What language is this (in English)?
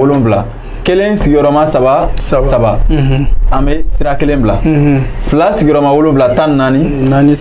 Bambara